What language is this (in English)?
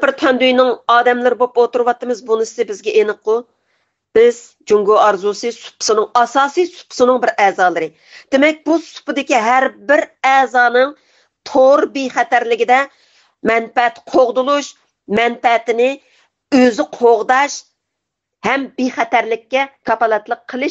Uyghur